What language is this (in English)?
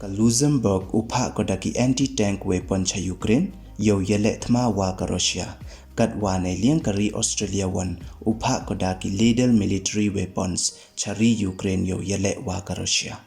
Pnar